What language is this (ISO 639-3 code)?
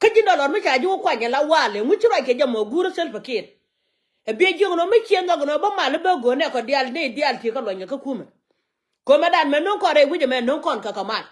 nus